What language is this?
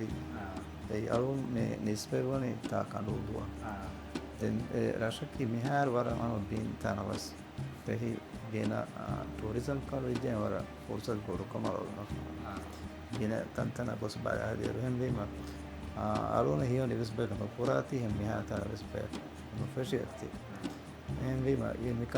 Divehi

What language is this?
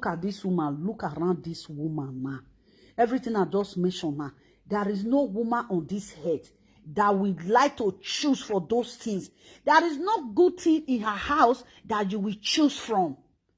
Nigerian Pidgin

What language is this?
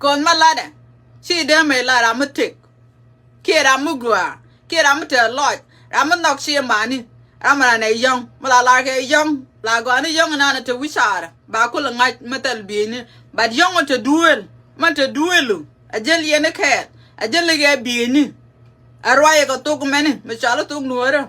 Nuer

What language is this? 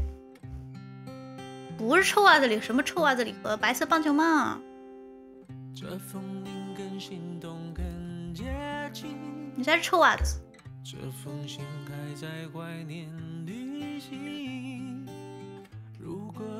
Chinese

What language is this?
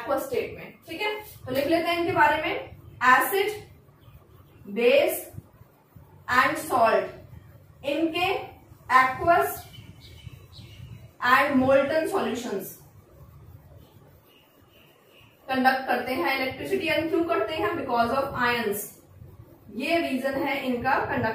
Hindi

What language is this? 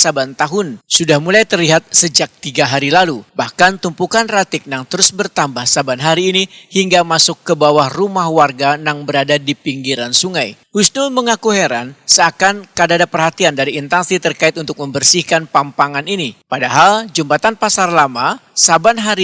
Banjar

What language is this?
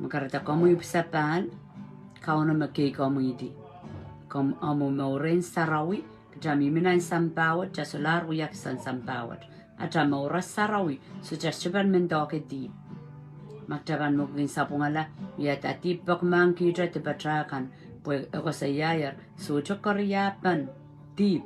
Pohnpeian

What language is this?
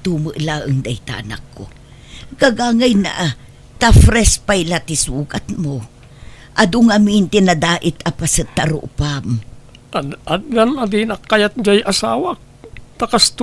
Iloko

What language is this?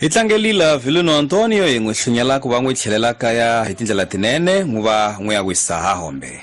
Tsonga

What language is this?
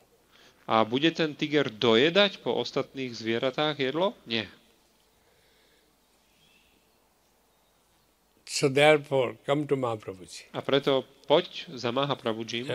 Slovak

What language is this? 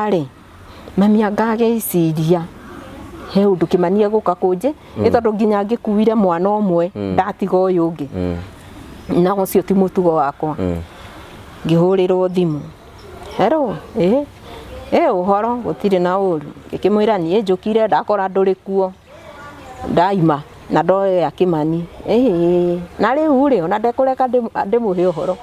Kikuyu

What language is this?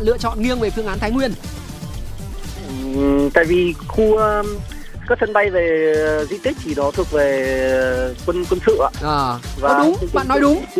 Vietnamese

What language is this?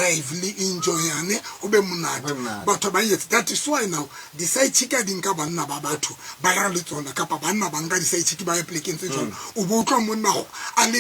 Tswana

